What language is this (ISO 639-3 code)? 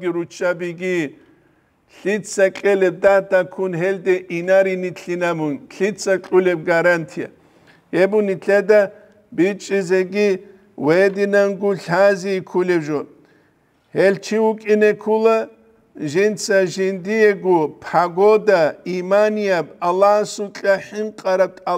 ava